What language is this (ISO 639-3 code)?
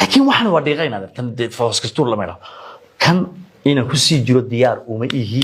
som